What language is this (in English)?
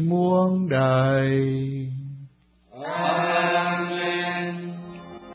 Vietnamese